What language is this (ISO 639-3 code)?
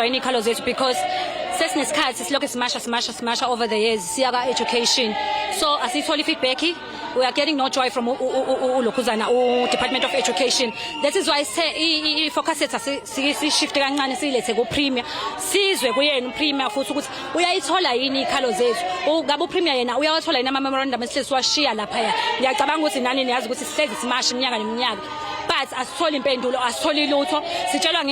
zul